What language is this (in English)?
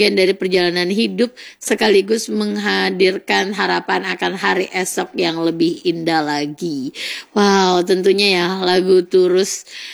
Indonesian